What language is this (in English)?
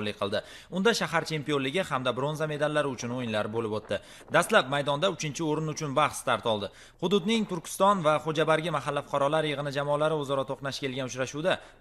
Uzbek